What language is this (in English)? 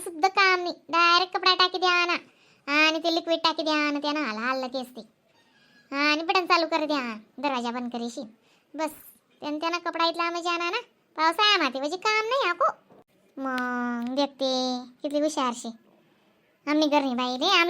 Khandesi